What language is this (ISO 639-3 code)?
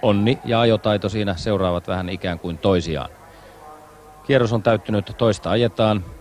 fin